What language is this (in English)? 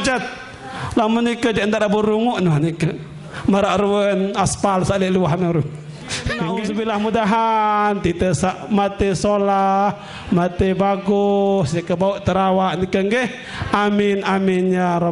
Sasak